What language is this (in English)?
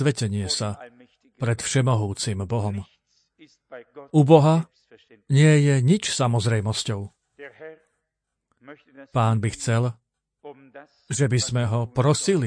Slovak